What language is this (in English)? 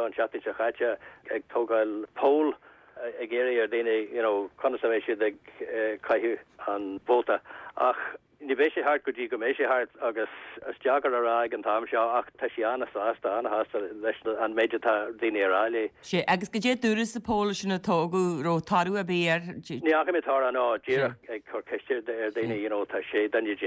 Irish